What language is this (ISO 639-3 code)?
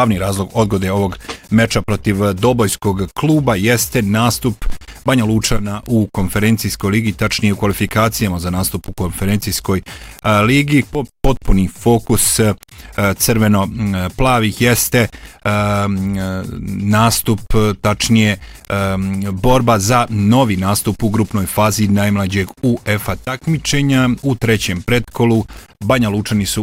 bos